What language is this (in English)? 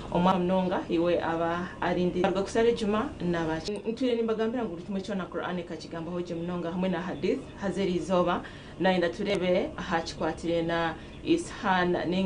Nyankole